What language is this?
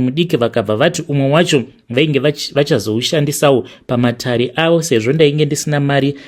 Shona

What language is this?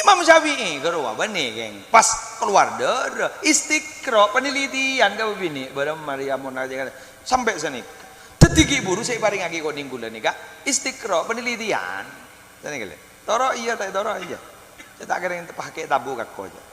Madurese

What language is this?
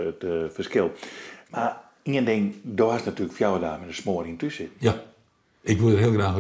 Western Frisian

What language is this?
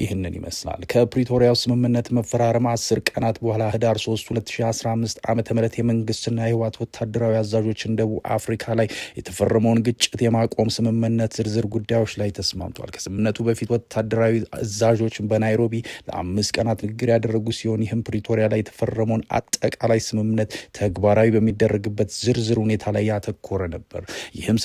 Amharic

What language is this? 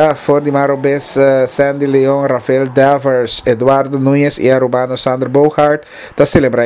Papiamento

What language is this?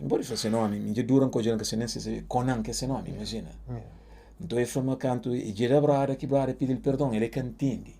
Kabuverdianu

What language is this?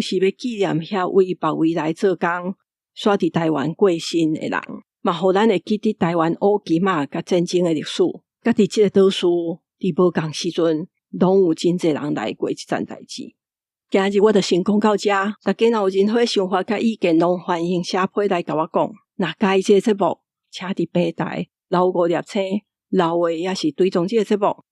Min Nan Chinese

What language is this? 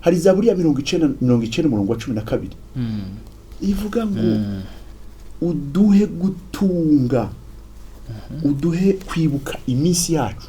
Rundi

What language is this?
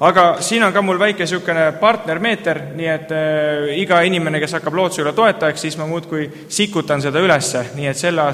Estonian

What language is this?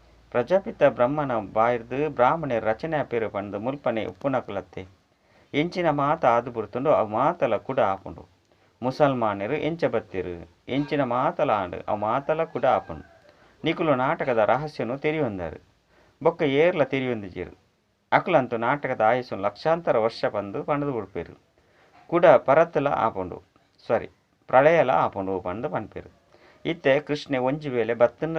Tulu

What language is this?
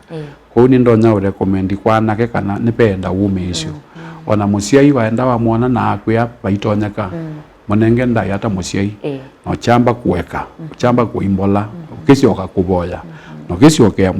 Kamba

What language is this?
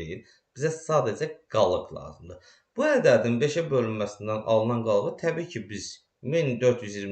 Azerbaijani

